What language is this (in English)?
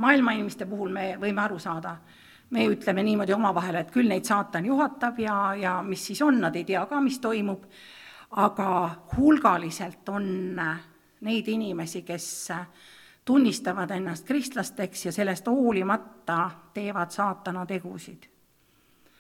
Estonian